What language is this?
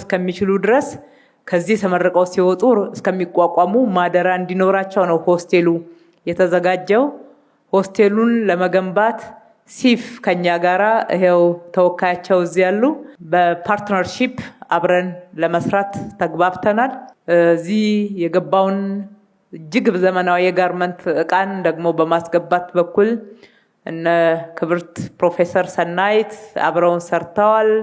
Amharic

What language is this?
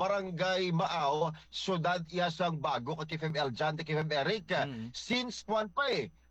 Hiligaynon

